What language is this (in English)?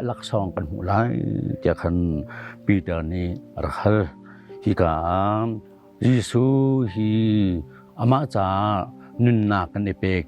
Hakha Chin